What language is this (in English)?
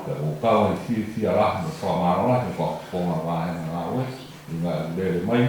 Tongan